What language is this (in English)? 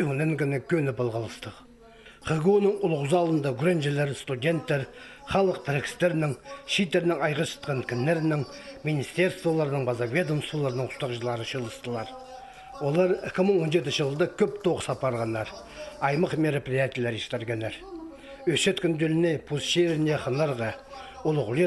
Khakas